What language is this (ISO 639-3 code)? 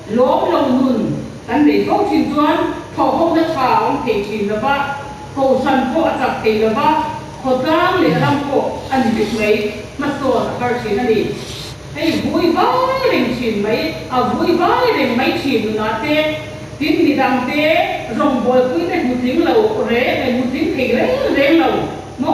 lus